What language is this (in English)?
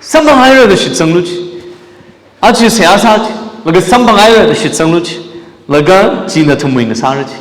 Tangkhul Naga (India)